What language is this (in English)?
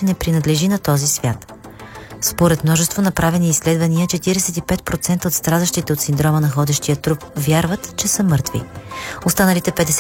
Bulgarian